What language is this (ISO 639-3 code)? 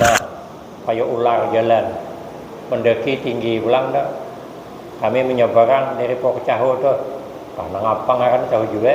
bjn